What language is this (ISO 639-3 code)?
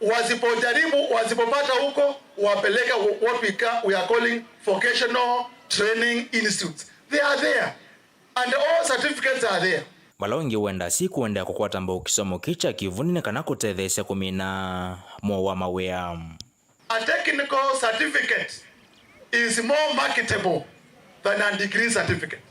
kam